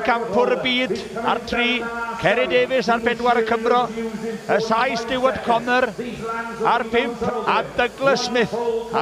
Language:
Welsh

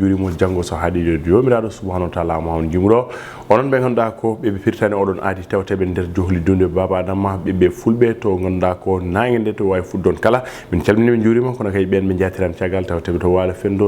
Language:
Fula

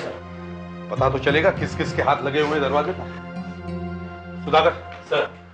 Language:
Hindi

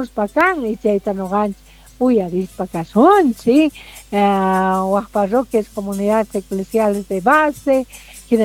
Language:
South Bolivian Quechua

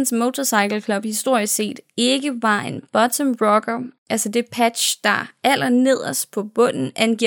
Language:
Danish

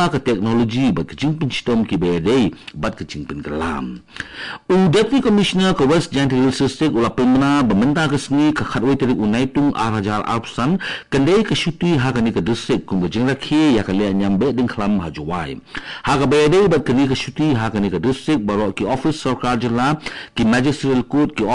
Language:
Khasi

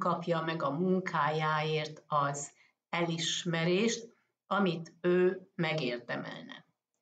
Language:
Hungarian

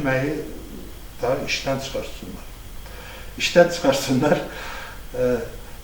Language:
Azerbaijani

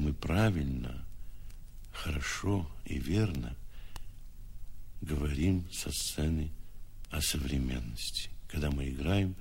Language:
Russian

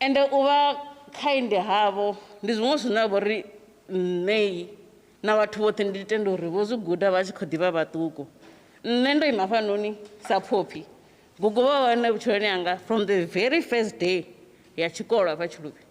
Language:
Venda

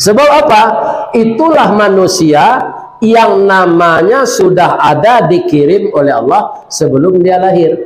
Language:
Minangkabau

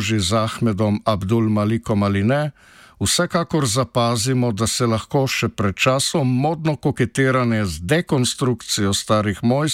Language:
Slovenian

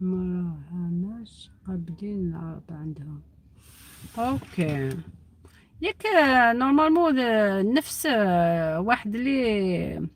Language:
Algerian Arabic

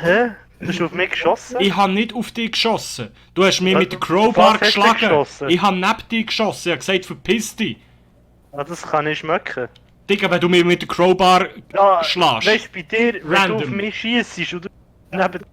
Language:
Swiss German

